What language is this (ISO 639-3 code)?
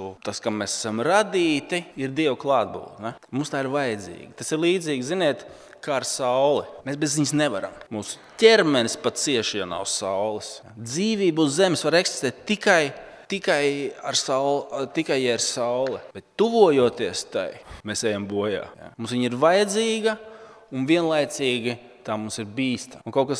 lav